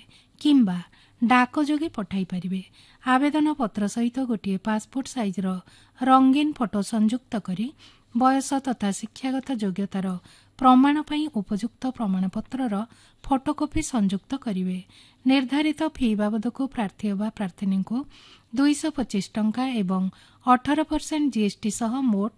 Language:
Odia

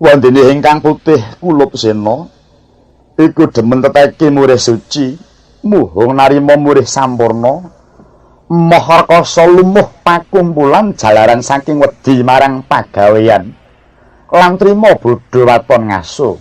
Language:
Javanese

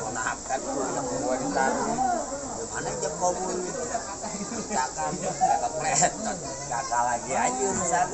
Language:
Betawi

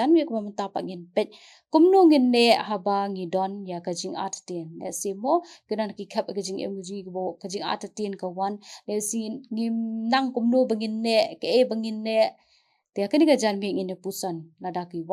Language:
Khasi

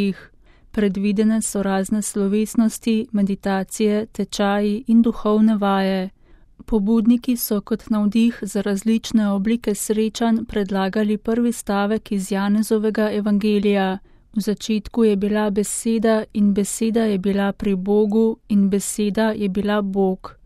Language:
Slovenian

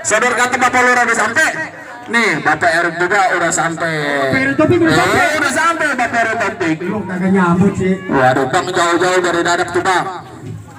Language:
Betawi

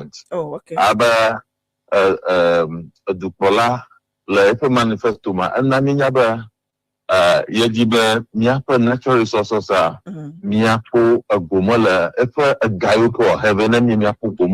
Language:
Ewe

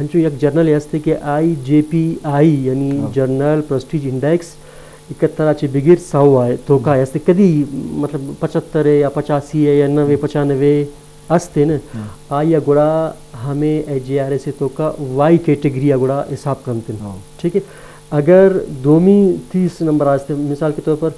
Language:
Eastern Balochi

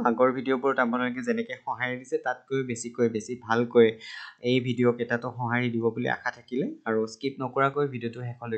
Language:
Assamese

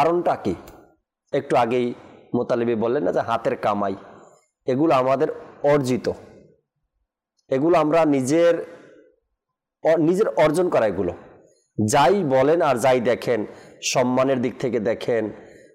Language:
Bangla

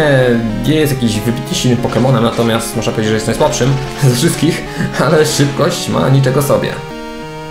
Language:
Polish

